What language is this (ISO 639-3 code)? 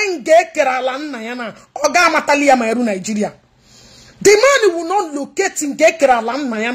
ibo